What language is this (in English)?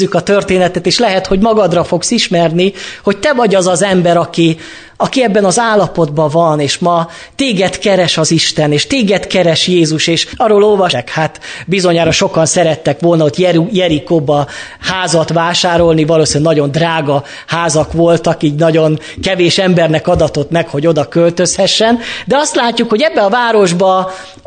Hungarian